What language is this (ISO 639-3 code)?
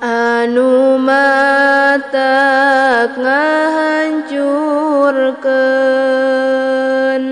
sun